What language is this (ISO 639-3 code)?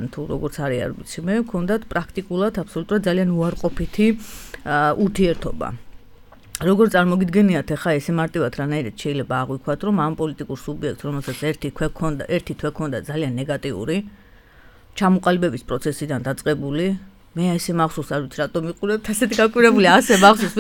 kat